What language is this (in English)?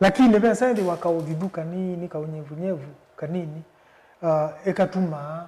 Kamba